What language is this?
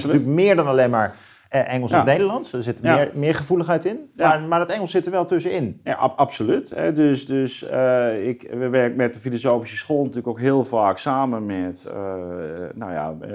Dutch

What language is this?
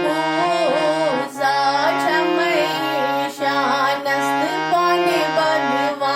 Kashmiri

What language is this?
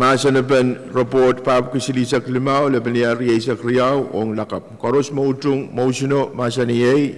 Pohnpeian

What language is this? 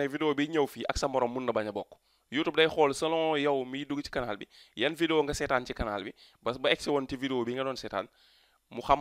Wolof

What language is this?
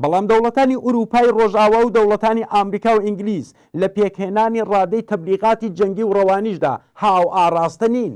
Central Kurdish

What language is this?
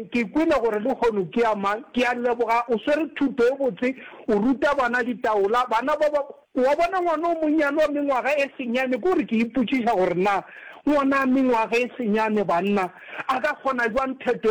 Northern Sotho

